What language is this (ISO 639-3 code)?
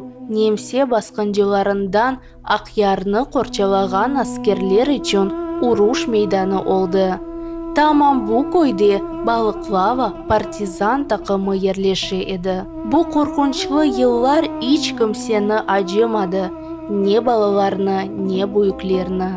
crh